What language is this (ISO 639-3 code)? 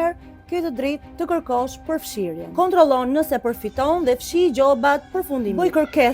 sqi